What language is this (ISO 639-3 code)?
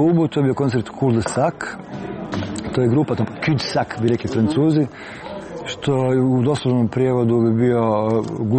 hrv